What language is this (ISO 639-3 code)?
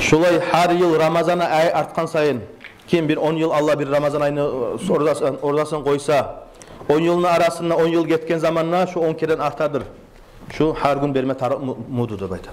kum